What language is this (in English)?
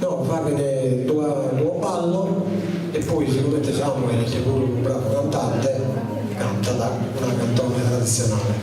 Sardinian